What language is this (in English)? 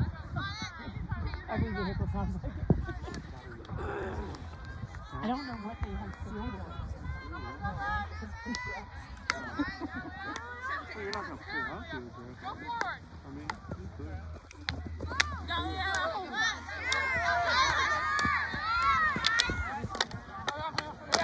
English